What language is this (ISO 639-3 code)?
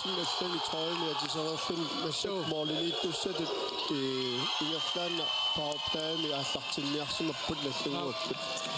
kal